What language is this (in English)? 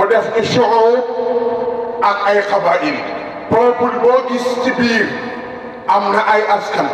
Wolof